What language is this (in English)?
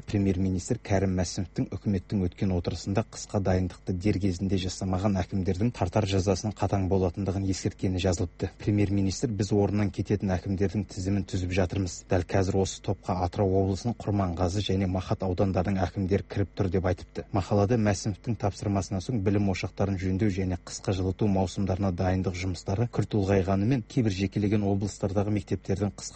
Kazakh